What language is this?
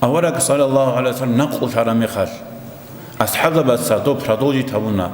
Avaric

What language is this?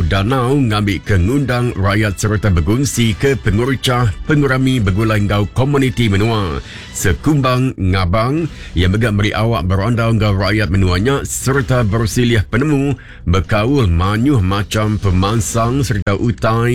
Iban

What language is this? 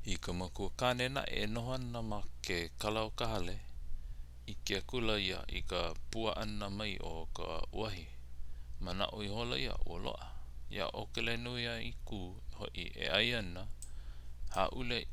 Hawaiian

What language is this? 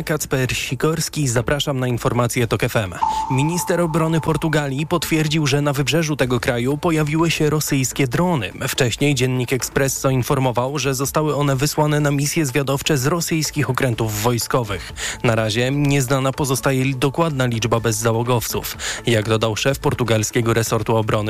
Polish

